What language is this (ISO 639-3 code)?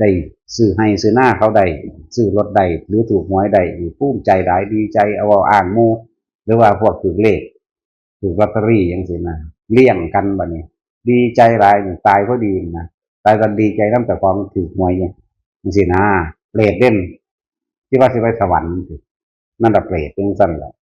tts